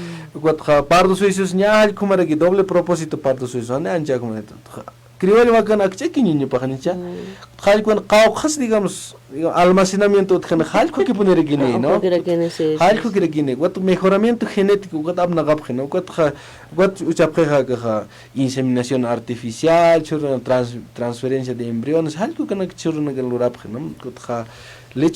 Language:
Aymara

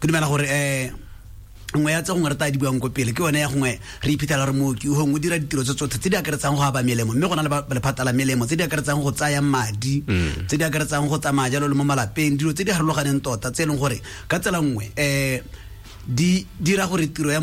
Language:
Tswana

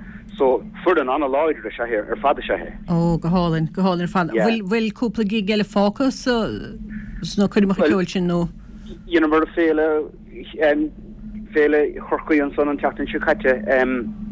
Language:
Irish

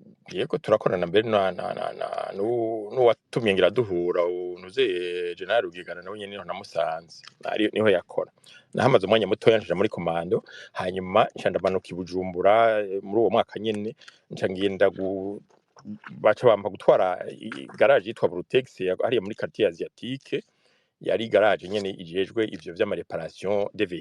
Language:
Rundi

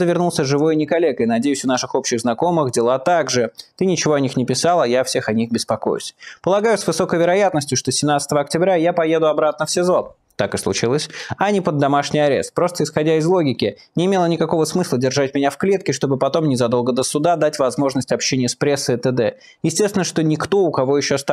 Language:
Russian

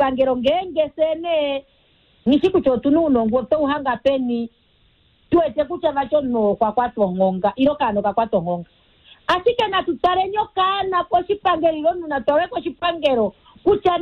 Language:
Kuanyama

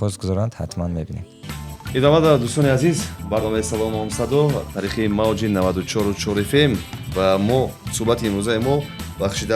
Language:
Tajik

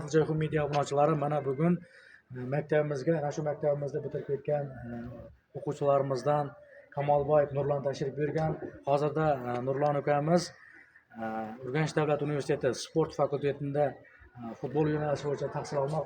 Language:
Uzbek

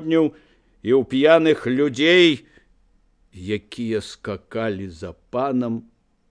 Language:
Belarusian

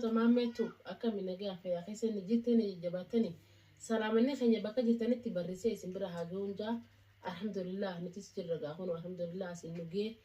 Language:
Oromo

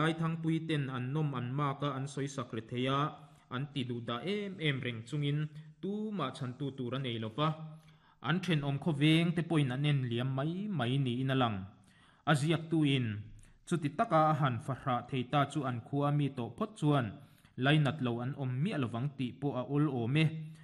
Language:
Mizo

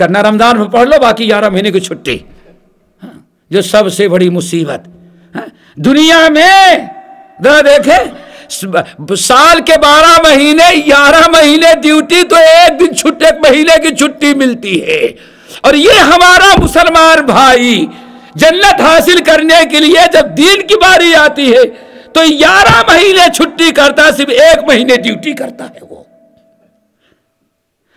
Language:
Urdu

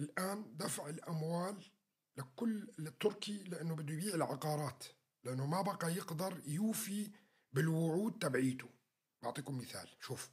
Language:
North Levantine Arabic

